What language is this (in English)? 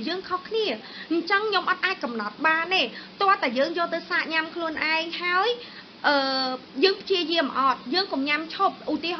Khmer